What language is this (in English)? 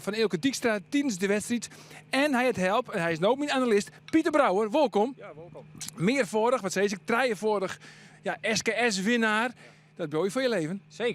Western Frisian